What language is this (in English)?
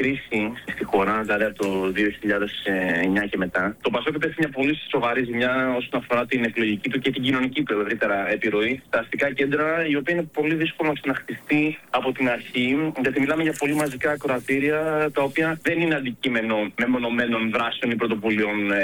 Greek